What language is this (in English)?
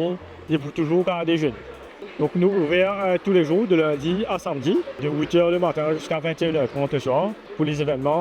Morisyen